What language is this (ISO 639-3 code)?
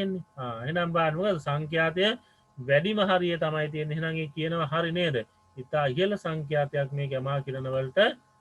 sin